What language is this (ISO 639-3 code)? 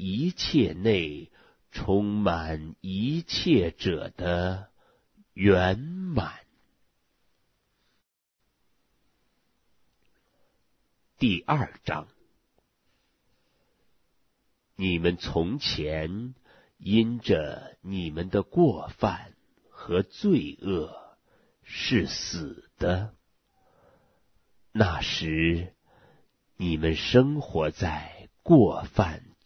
zho